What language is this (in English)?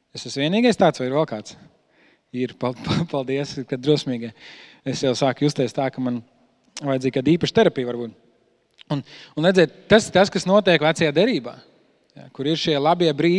Latvian